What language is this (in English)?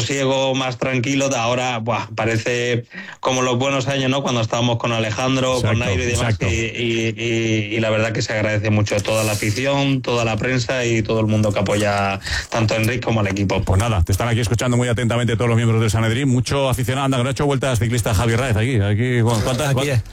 Spanish